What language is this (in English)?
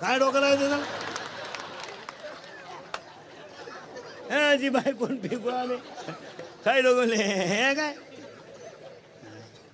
Marathi